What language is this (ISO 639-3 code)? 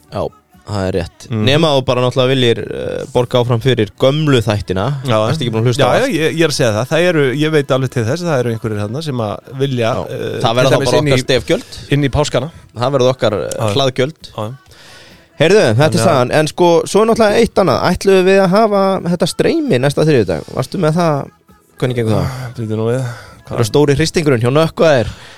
isl